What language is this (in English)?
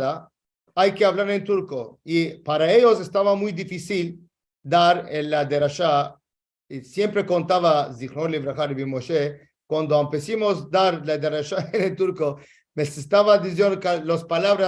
Ladino